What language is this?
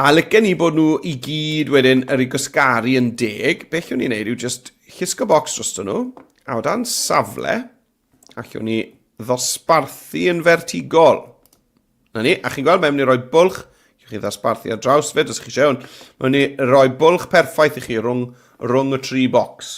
Welsh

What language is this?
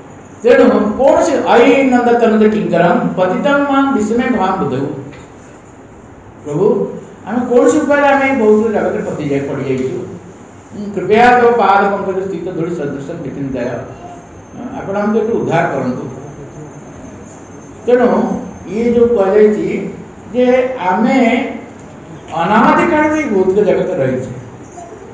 Odia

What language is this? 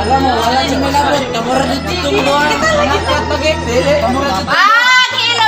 Cebuano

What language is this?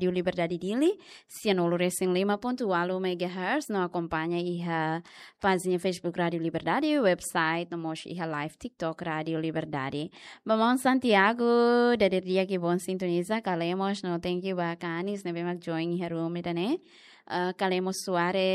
Tetum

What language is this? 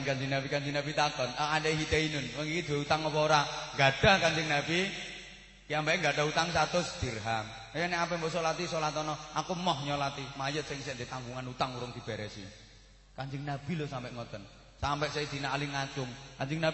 Javanese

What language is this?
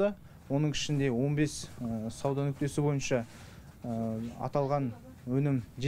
Kazakh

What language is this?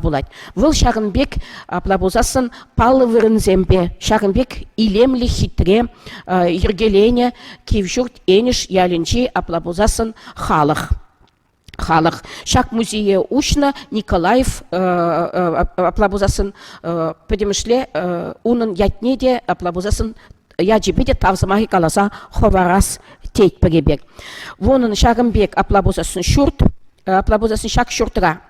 Chuvash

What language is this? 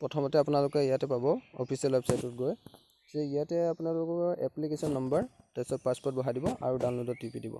Assamese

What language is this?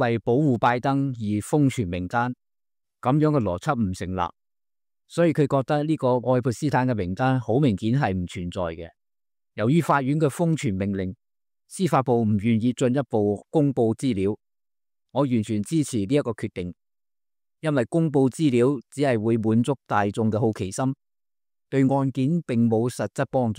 Cantonese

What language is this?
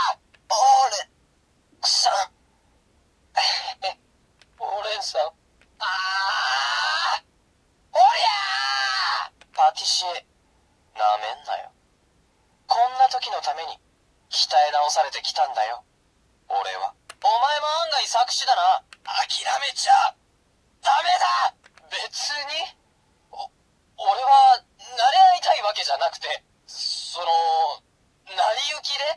Japanese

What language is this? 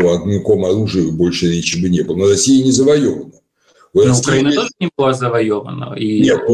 Russian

